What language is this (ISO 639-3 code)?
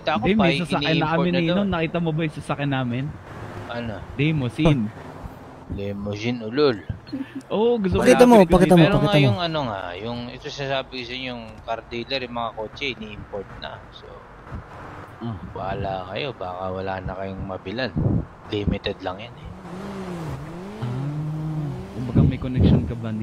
fil